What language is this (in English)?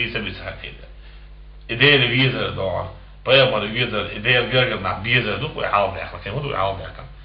Chechen